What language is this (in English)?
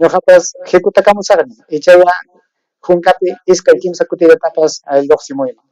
Ayacucho Quechua